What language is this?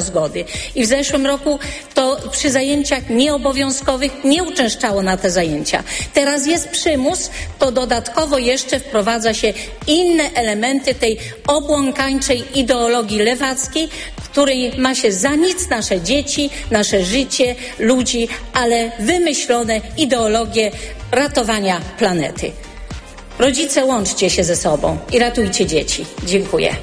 Polish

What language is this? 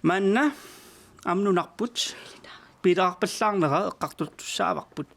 Kalaallisut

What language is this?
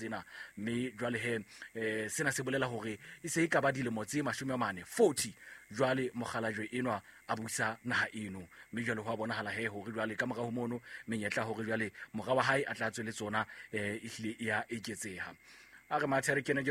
Southern Sotho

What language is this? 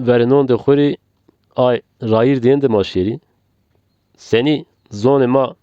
Zaza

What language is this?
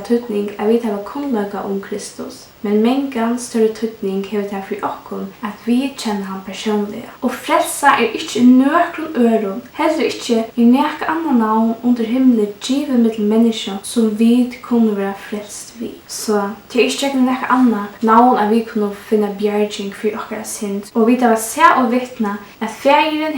Faroese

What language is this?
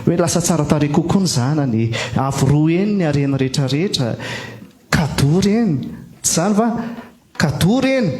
Malagasy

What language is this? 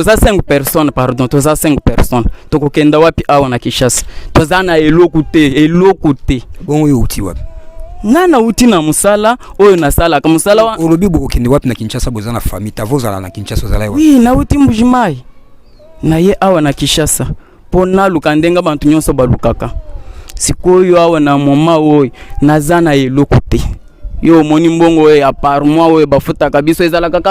Lingala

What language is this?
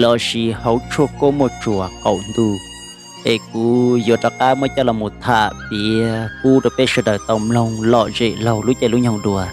Hmong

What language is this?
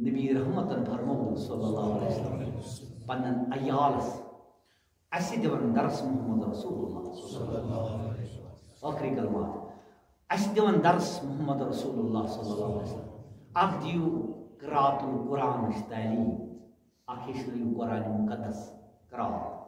Kashmiri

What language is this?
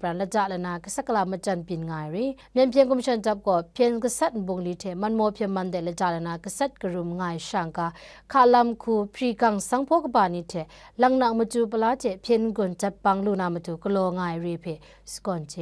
Kachin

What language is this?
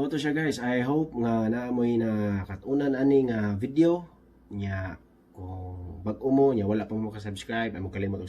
Cebuano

